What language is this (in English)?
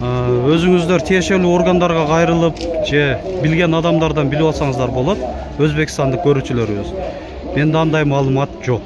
Kyrgyz